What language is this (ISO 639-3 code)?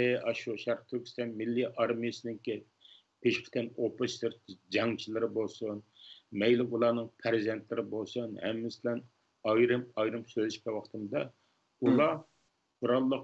uig